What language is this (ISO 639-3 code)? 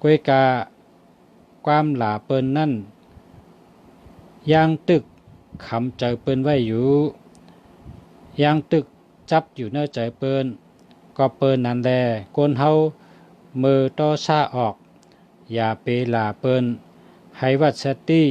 shn